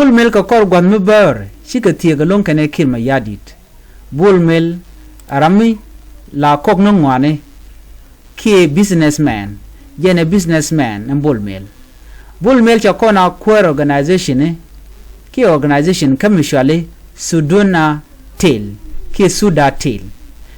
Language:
Nuer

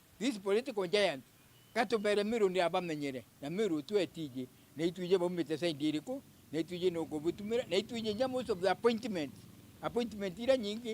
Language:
Meru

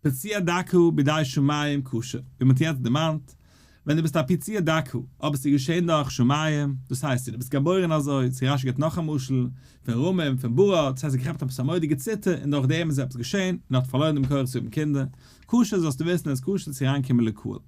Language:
Yiddish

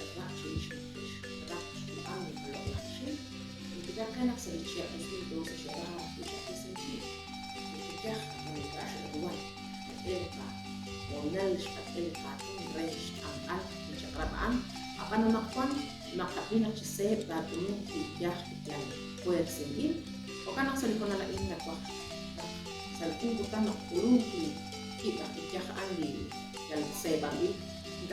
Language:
Kekchí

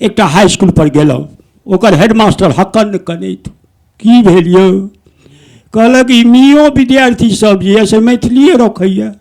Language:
Maithili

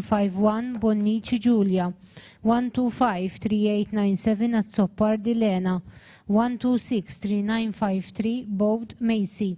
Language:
English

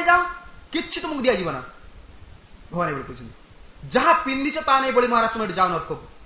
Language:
Odia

